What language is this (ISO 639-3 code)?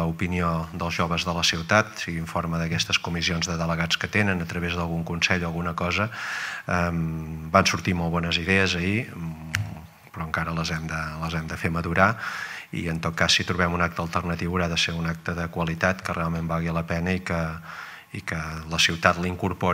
cat